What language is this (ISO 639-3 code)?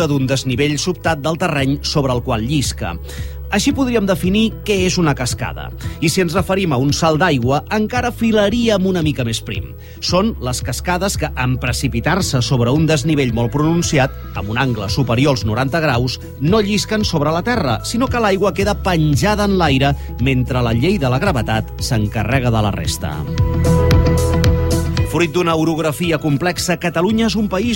cat